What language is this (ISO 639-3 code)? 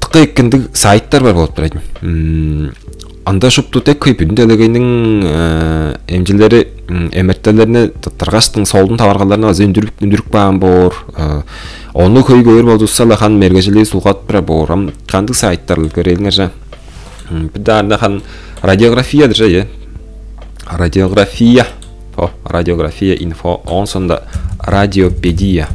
tyv